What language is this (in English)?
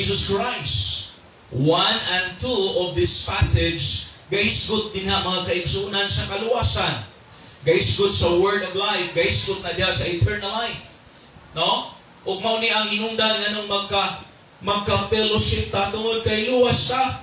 Cebuano